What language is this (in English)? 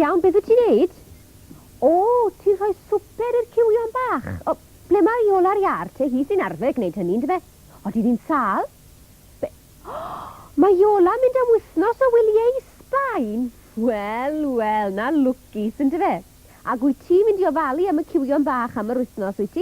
Welsh